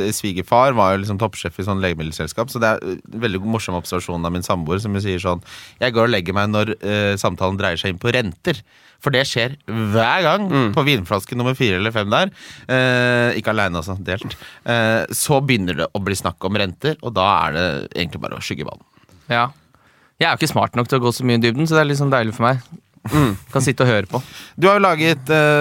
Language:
Norwegian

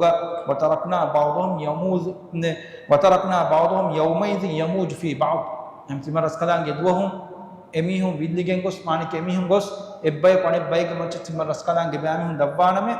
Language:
Divehi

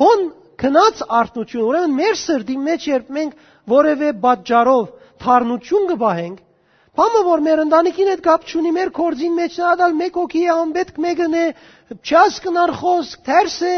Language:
Western Armenian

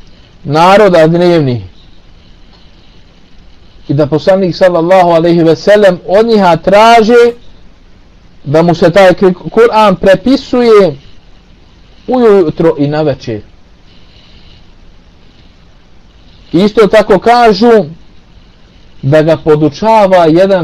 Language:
Bosnian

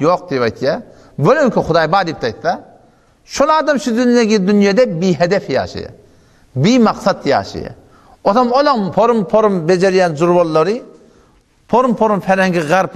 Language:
Turkmen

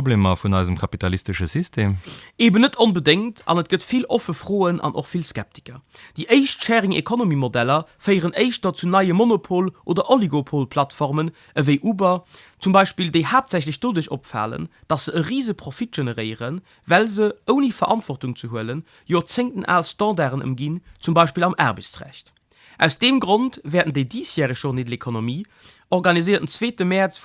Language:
Luxembourgish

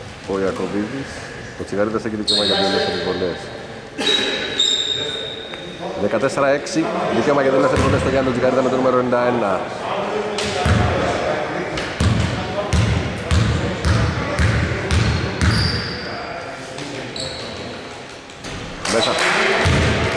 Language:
Greek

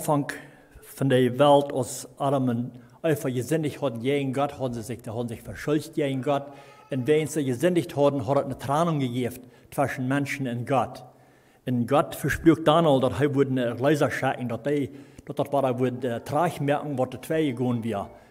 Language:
Plautdietsch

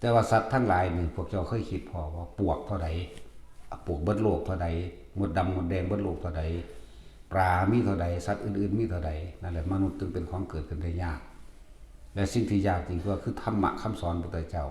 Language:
Northeastern Thai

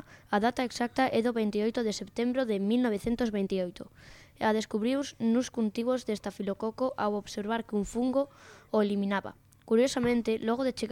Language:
Galician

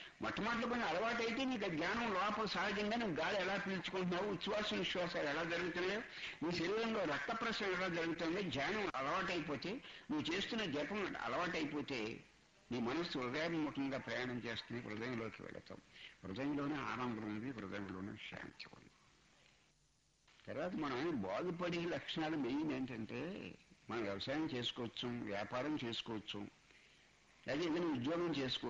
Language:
Telugu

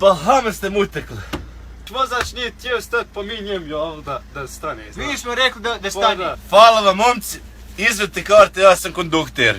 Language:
Bosnian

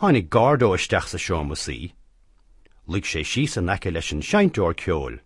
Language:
Irish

